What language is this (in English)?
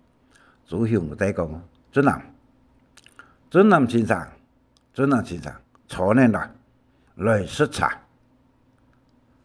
Hakka Chinese